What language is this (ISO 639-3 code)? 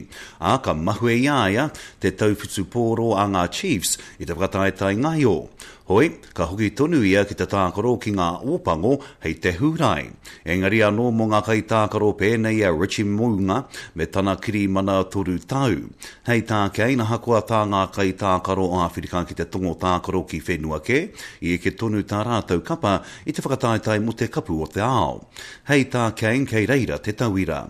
mri